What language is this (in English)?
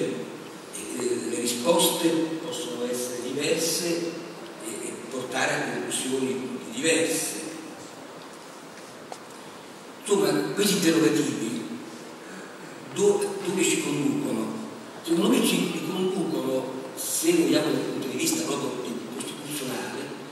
Italian